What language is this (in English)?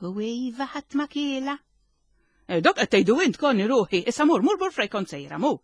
Maltese